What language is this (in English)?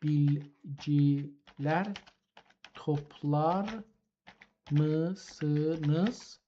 South Azerbaijani